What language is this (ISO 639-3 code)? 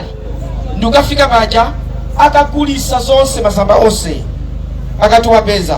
nya